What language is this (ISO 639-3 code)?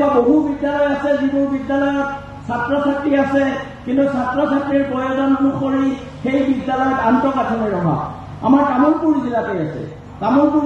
asm